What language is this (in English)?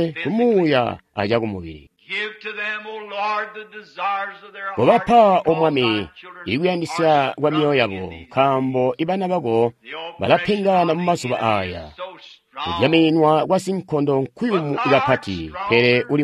Tonga (Zambia)